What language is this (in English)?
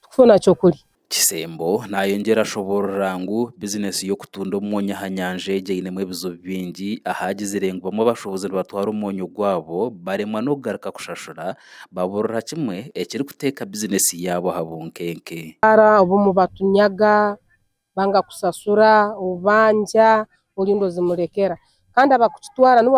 Nyankole